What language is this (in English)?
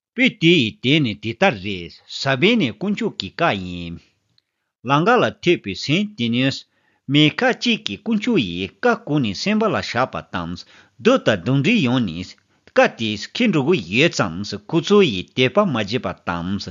Tibetan